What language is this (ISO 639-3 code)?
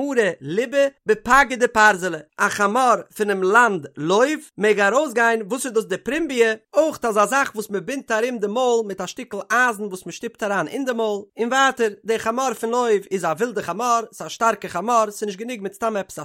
yid